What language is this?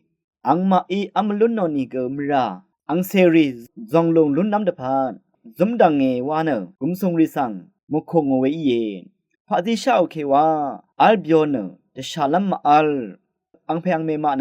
Rawang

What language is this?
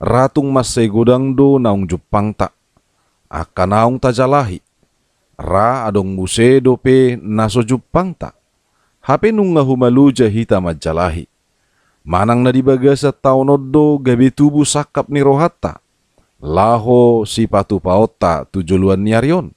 Batak Toba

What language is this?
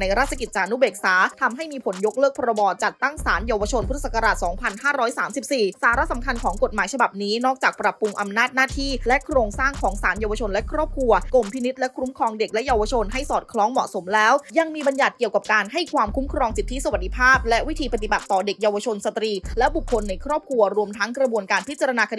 Thai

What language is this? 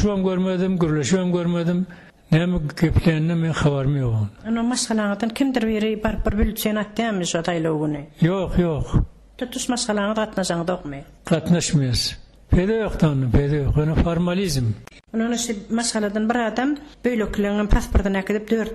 Turkmen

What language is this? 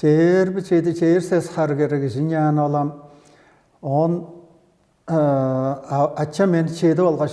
Tuvinian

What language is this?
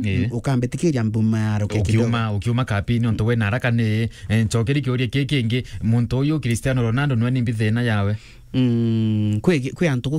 Meru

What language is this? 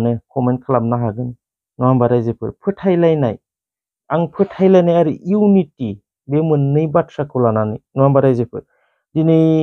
Bodo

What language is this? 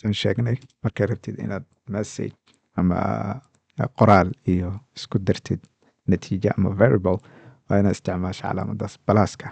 Somali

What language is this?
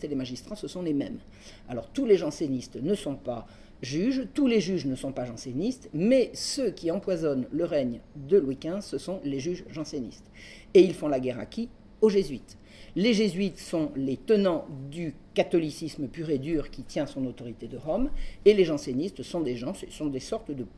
French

